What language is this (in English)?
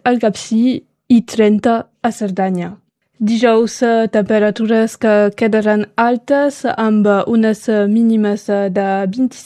Catalan